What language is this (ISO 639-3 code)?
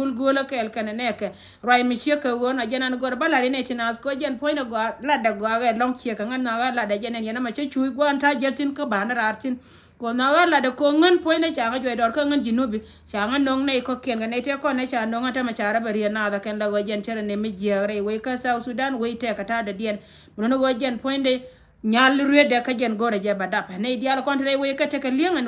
nus